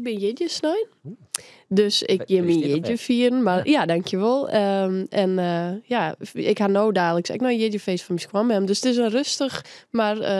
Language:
Western Frisian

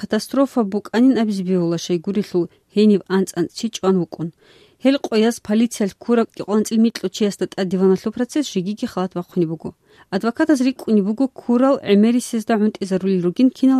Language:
Avaric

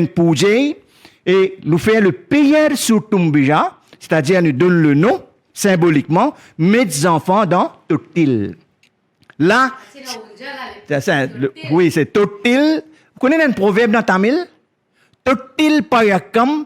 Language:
Morisyen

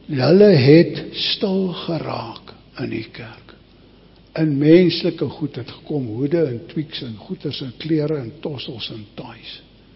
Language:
Afrikaans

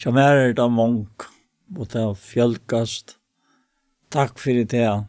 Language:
Faroese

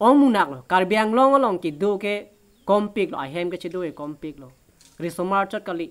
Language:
Karbi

